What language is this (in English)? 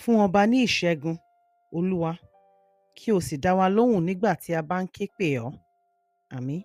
Yoruba